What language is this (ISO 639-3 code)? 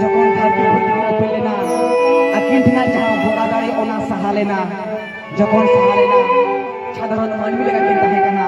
sat